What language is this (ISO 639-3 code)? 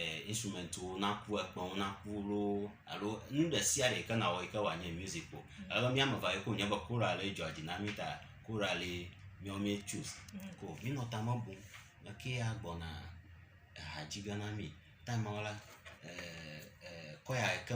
ewe